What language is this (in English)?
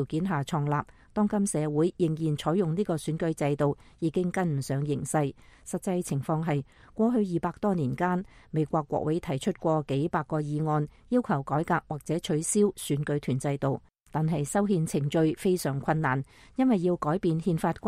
Cantonese